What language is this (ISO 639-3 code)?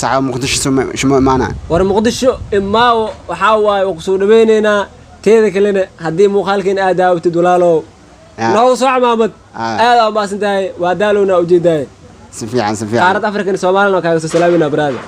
som